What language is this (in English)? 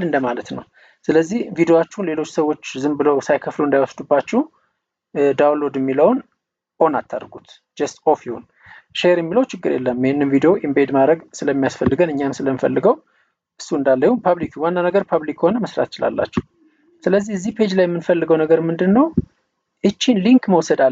Amharic